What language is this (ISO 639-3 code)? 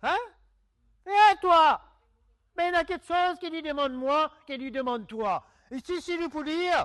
mfe